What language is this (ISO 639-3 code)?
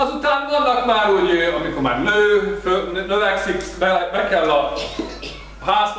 hun